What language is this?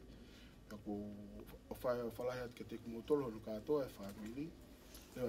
Tongan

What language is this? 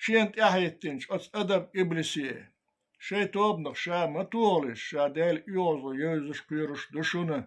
Chechen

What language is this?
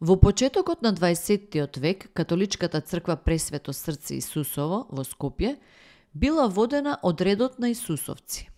Macedonian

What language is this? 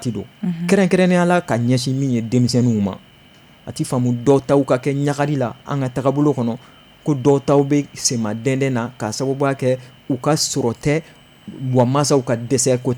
Bambara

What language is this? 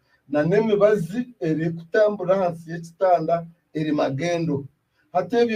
Nyankole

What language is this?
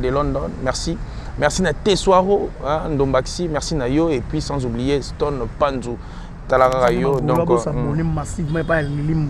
Lingala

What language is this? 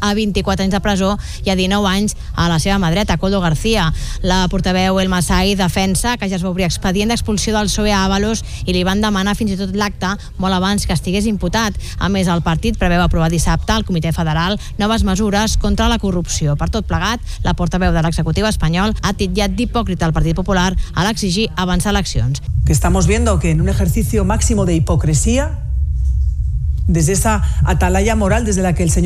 Catalan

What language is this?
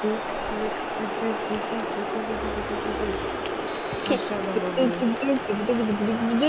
Romanian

